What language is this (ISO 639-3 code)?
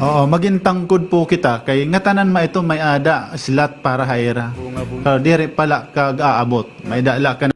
war